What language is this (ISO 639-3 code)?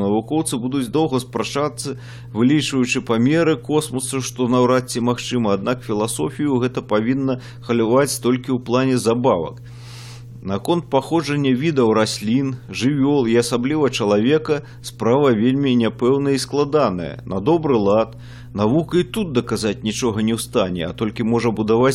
bel